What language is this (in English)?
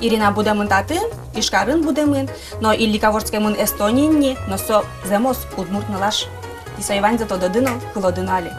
Udmurt